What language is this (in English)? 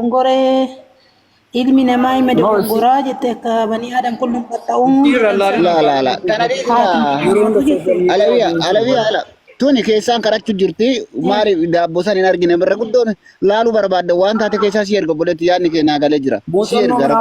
Oromo